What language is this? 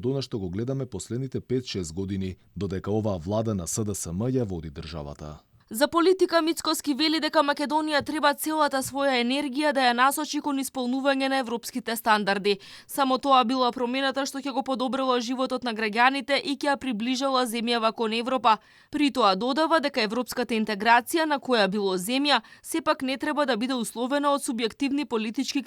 Macedonian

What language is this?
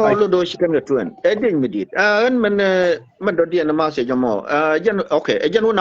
Nuer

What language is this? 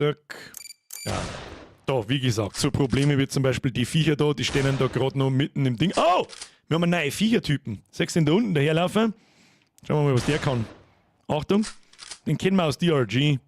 Bavarian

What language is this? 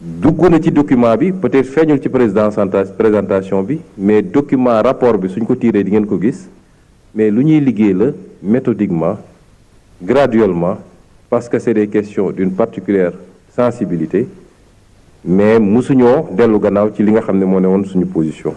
Wolof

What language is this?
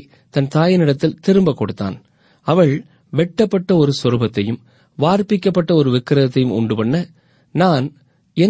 Tamil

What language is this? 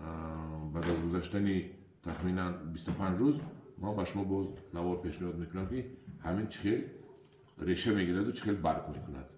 Tajik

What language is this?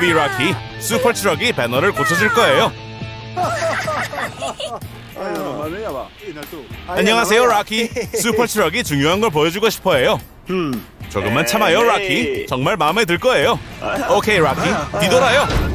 Korean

